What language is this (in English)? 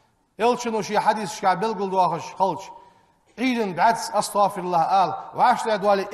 Ingush